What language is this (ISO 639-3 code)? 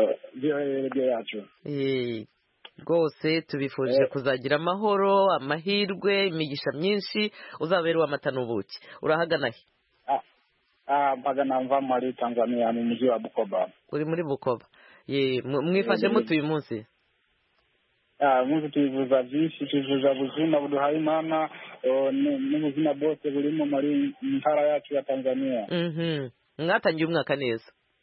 kin